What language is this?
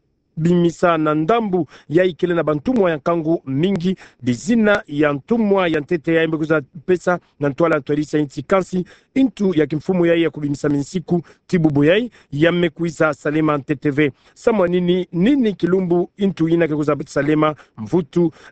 Kituba (Democratic Republic of Congo)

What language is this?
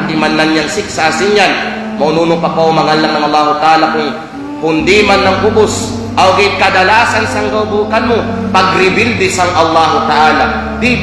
Kalagan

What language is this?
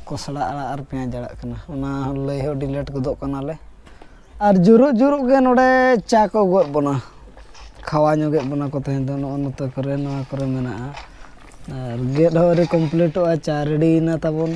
Santali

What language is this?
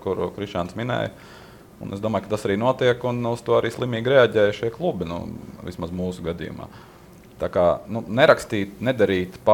Latvian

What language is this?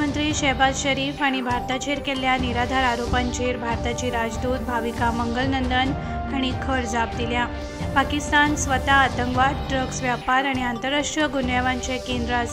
Konkani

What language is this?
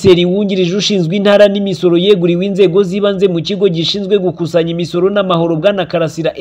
Kinyarwanda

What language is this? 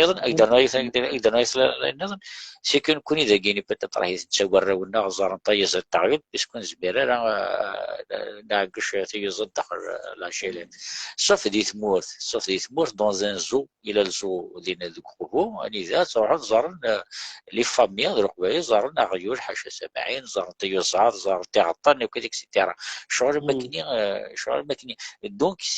Kabyle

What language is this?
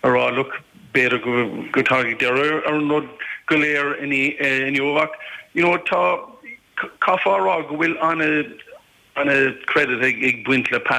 Irish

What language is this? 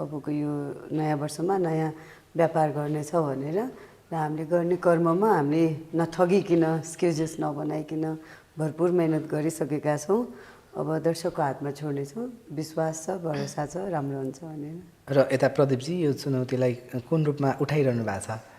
Nepali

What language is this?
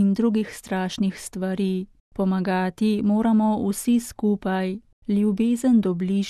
Slovenian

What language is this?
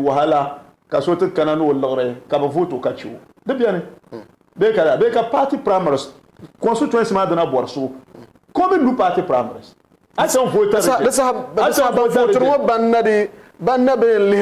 Dagbani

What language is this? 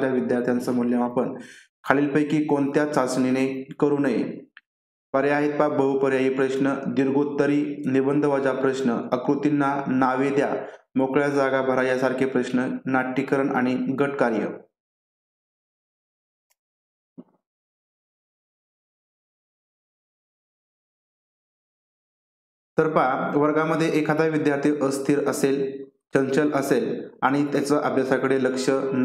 Marathi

